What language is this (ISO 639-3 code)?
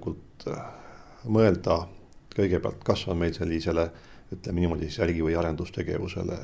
est